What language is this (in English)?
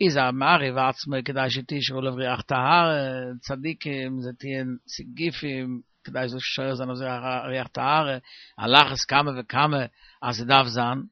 Yiddish